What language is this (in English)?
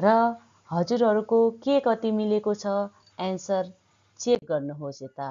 Nepali